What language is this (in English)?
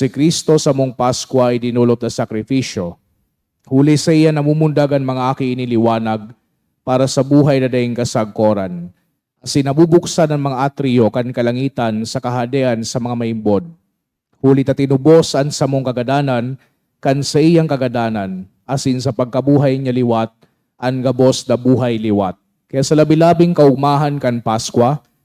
Bikol